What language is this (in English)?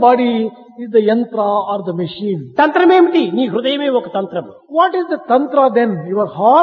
Telugu